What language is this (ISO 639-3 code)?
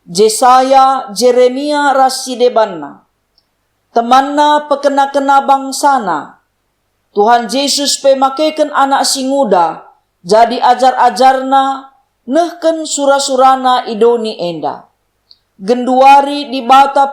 btx